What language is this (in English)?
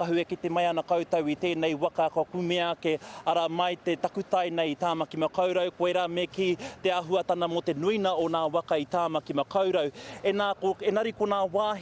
Māori